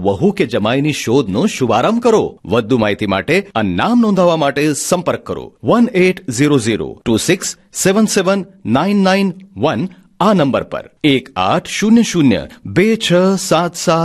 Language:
Gujarati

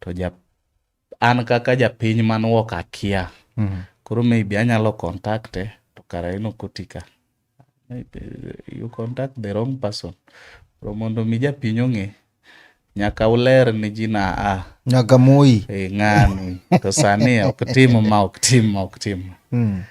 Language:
Luo (Kenya and Tanzania)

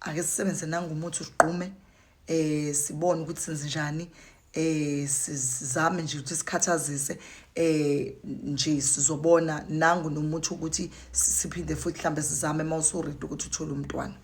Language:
Zulu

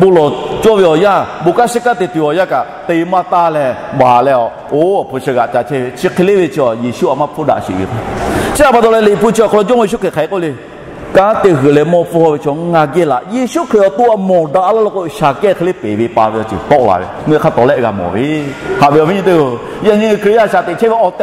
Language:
Lahu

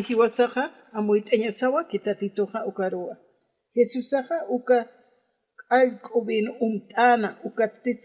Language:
Aymara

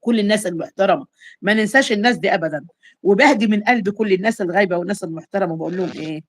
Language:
Egyptian Arabic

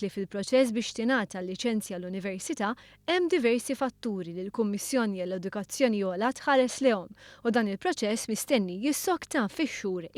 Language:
Maltese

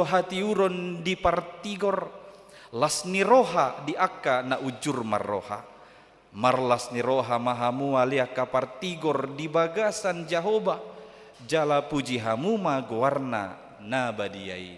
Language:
Batak Toba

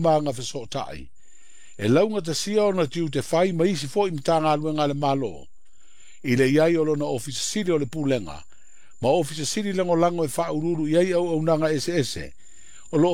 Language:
Samoan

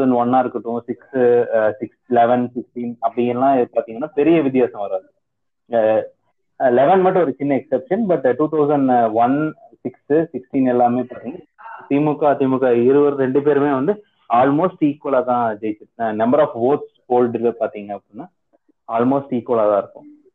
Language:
Tamil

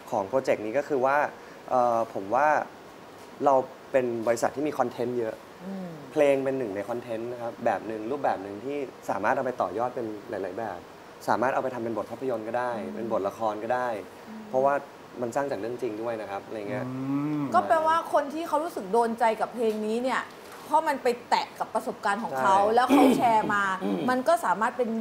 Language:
Thai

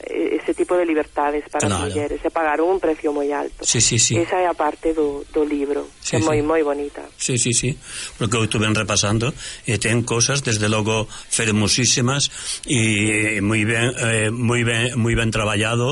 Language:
Galician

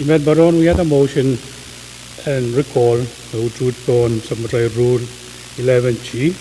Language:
Pohnpeian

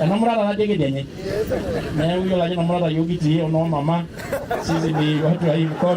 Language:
Masai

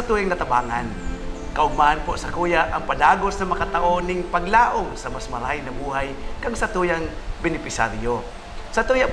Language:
Bikol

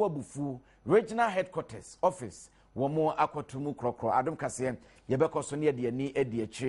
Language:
Akan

